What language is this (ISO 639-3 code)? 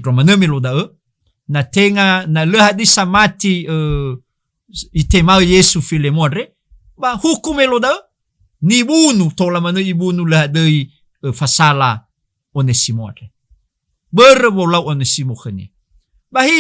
nia